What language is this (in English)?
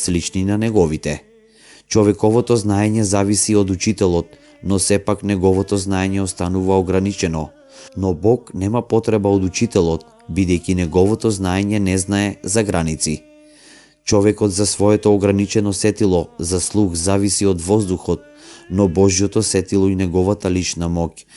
Macedonian